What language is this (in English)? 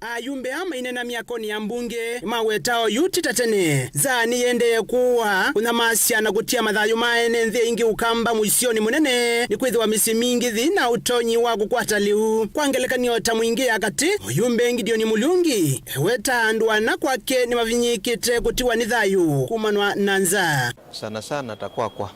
Kamba